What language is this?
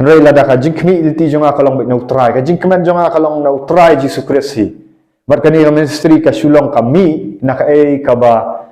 Khasi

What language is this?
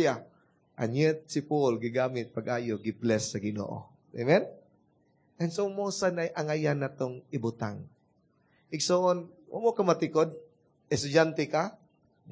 Cebuano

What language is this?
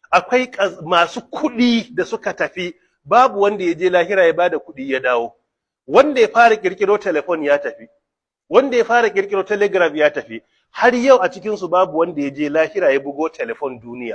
Hausa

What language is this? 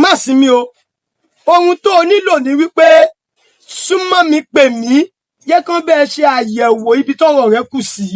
Yoruba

